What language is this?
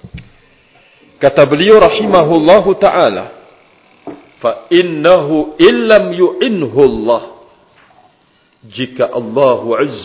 Malay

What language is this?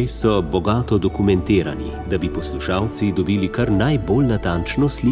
Slovenian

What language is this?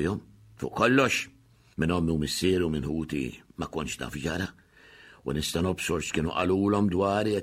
Maltese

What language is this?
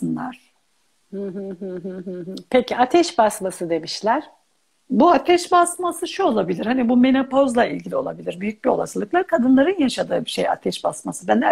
Turkish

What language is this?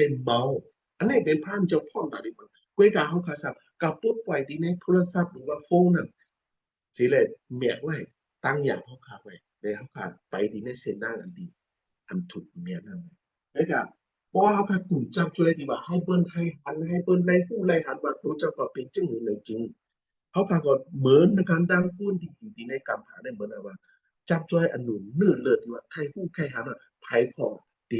Shan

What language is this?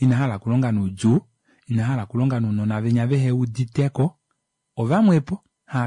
Kuanyama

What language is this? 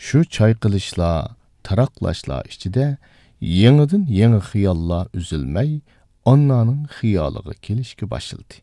Uyghur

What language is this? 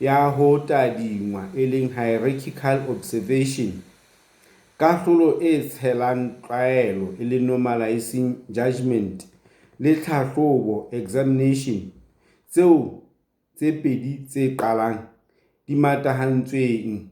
Southern Sotho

